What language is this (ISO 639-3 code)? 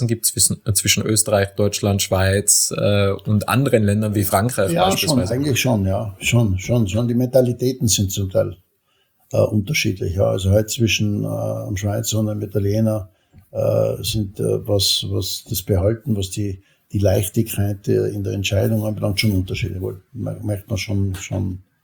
deu